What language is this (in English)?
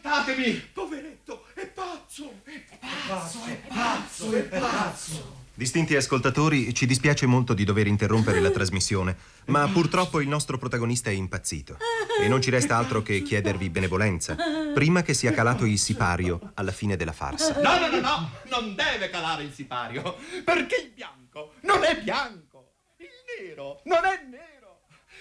Italian